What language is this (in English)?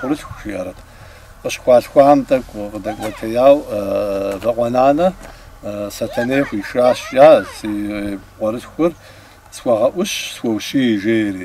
Kabardian